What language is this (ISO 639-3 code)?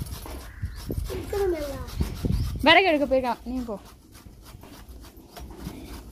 tam